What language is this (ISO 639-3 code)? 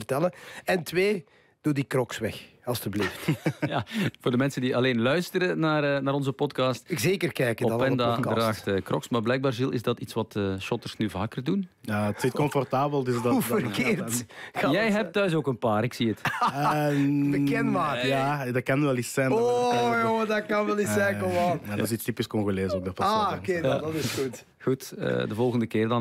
nld